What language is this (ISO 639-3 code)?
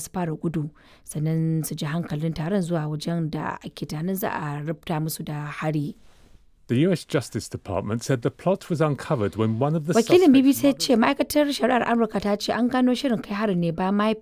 hau